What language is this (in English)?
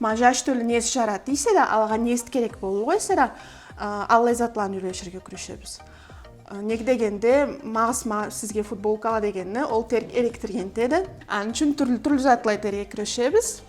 Karachay-Balkar